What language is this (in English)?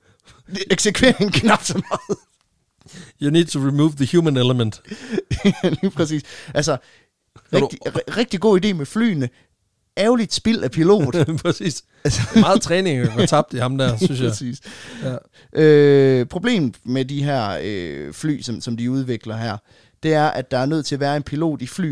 Danish